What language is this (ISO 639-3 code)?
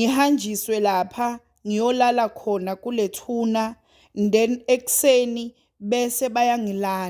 zul